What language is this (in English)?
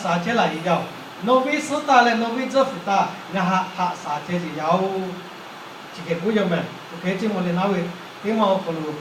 Lahu